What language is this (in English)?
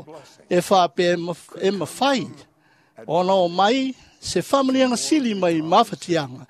Samoan